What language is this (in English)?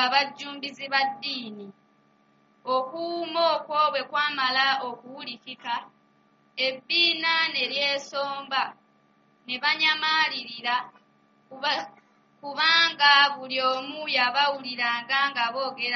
Ganda